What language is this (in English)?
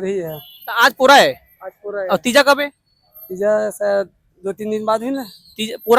Chhattisgarhi